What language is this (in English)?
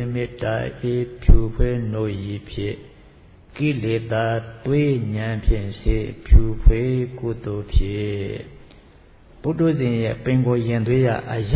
Burmese